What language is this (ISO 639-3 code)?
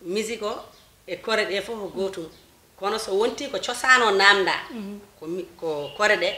ful